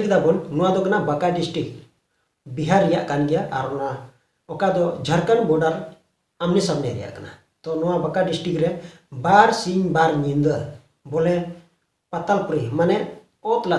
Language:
Santali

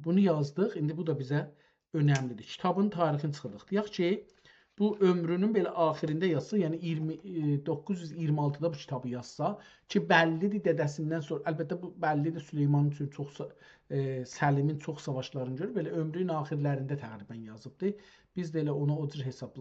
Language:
South Azerbaijani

